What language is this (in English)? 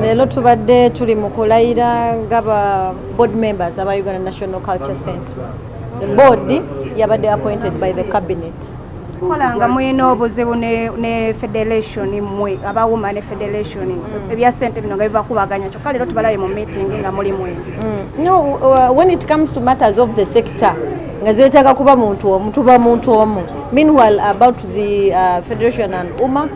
Ganda